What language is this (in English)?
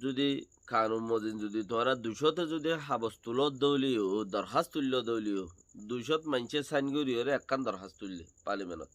Rohingya